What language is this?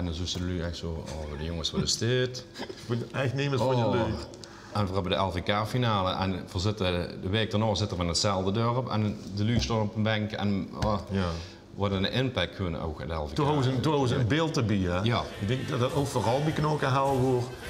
Limburgish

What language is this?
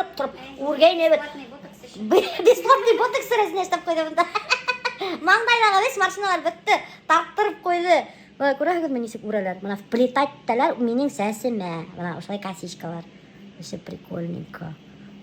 Bashkir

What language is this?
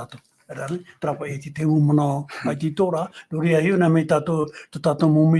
Tahitian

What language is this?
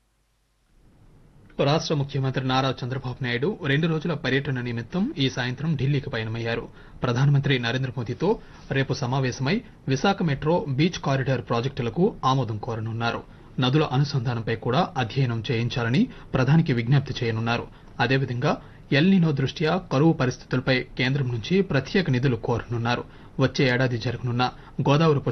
Telugu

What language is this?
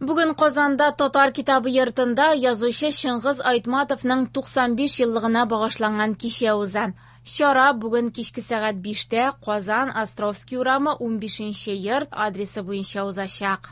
Tatar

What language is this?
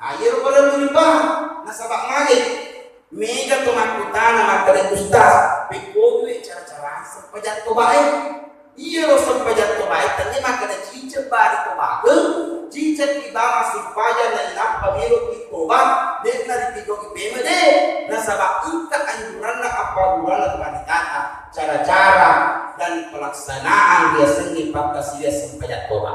Buginese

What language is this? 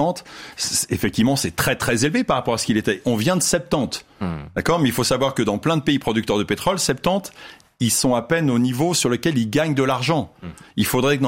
French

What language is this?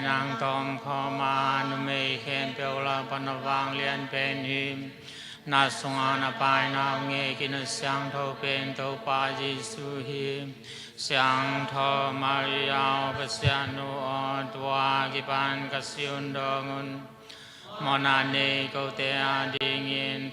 Tedim Chin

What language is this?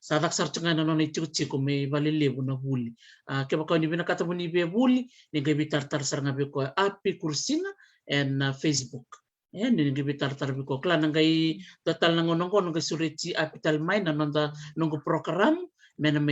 Fijian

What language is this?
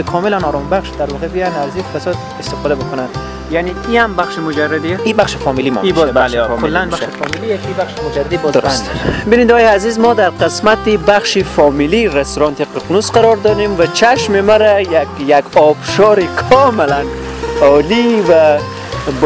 Persian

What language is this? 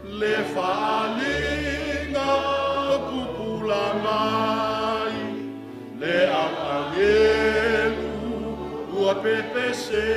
Samoan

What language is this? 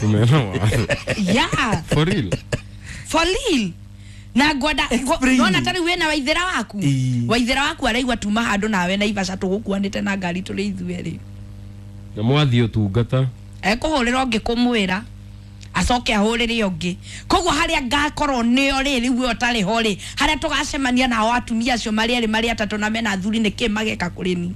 Kikuyu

